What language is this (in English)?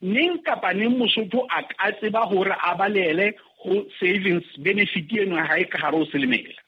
Southern Sotho